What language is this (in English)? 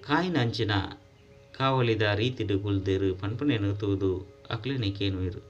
Tulu